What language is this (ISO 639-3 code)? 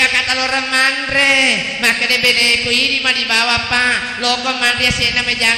bug